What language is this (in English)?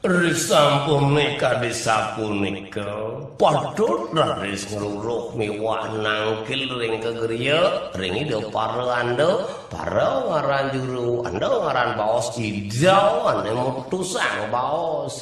Balinese